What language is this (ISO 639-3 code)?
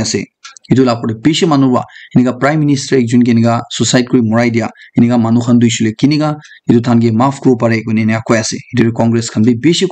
nag